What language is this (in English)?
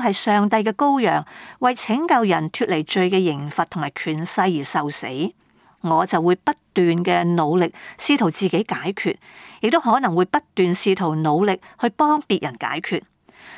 Cantonese